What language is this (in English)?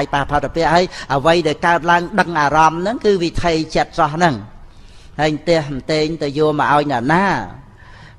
Khmer